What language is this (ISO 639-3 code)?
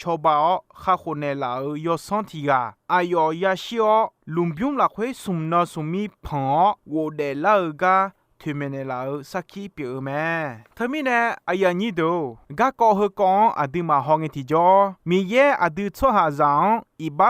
ahk